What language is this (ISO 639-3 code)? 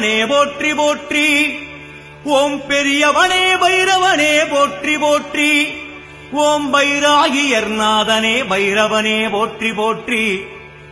tam